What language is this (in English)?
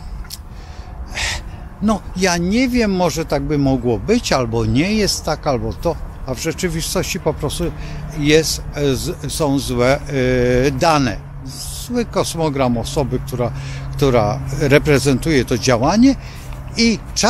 Polish